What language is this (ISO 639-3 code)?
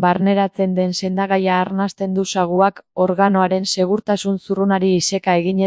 eus